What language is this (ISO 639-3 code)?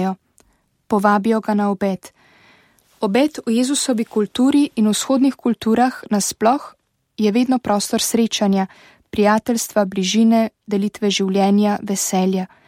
slv